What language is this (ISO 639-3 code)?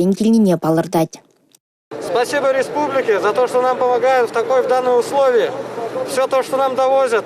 chv